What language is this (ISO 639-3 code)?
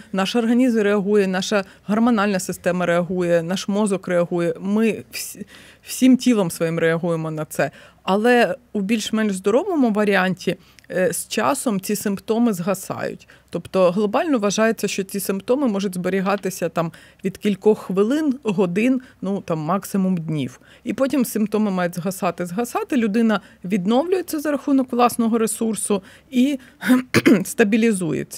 ukr